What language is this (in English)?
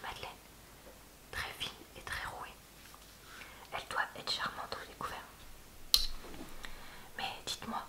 French